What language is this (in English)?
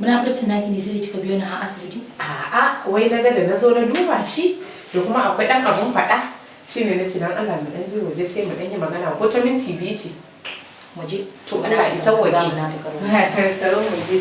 Hausa